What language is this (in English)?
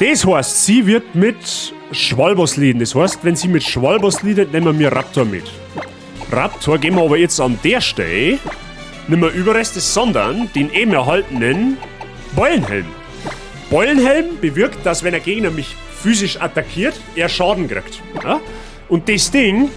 Bavarian